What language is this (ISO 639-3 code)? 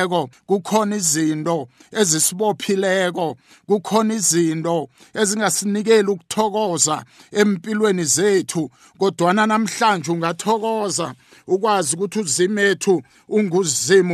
nbl